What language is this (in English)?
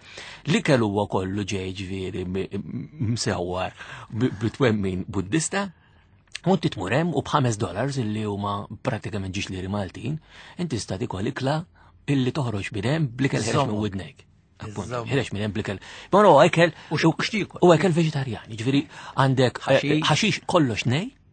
Maltese